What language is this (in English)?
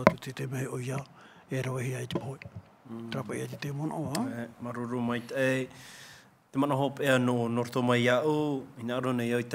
Tahitian